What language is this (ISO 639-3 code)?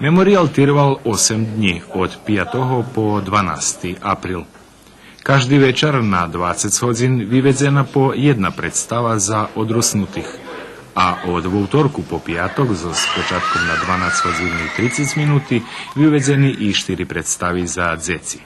rue